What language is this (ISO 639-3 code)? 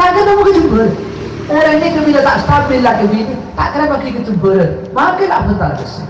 mad